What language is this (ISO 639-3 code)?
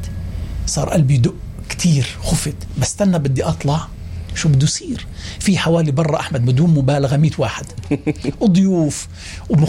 apc